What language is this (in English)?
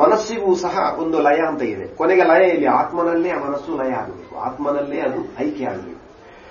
Kannada